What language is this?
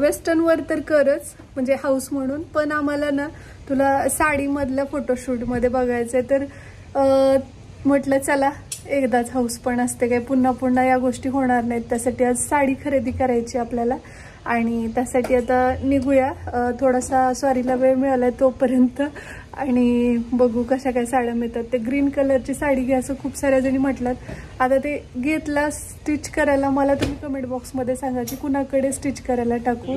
Marathi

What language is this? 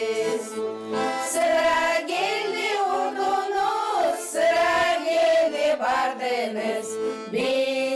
Gagauz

